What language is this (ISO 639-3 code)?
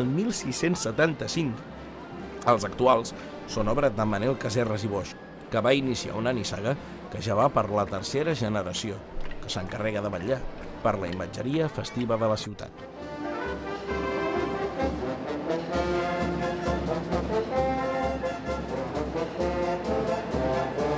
cat